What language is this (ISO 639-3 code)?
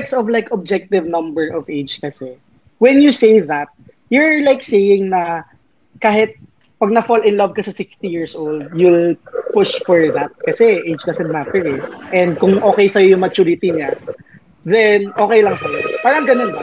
fil